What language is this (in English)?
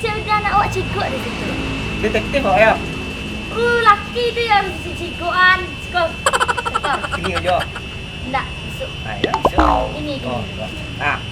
Minangkabau